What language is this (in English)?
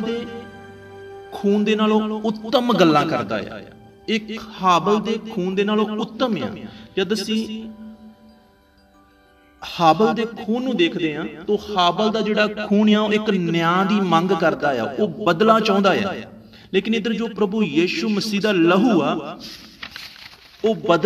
Punjabi